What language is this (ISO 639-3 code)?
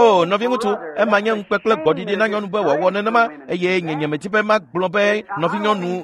ewe